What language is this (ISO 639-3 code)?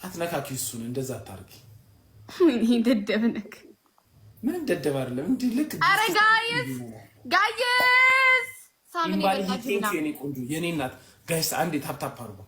amh